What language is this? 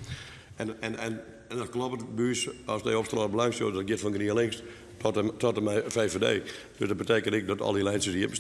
Western Frisian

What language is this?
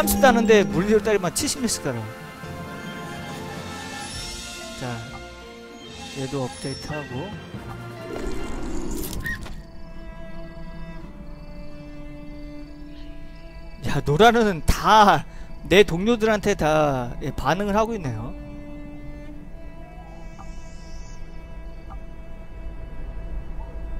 Korean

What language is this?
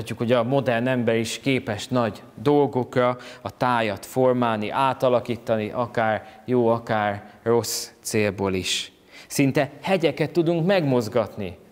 Hungarian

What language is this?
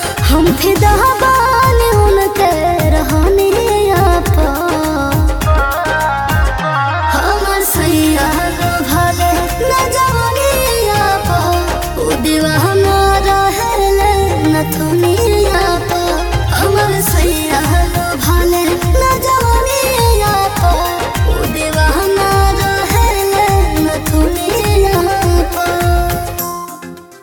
Bhojpuri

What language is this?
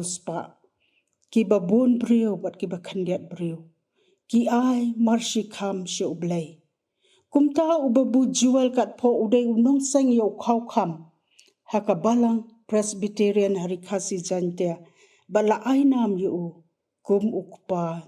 Khasi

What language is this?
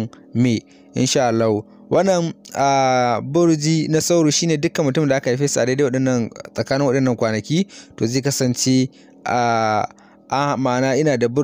Hausa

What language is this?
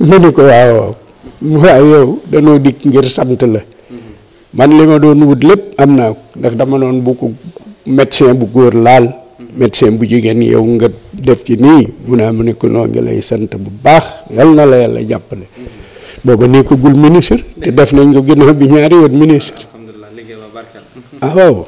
Wolof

